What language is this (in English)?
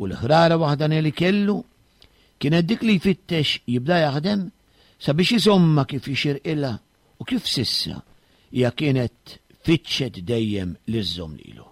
Maltese